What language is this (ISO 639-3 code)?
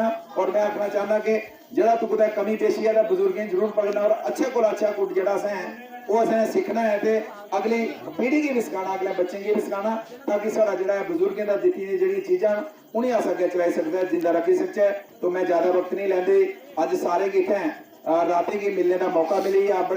doi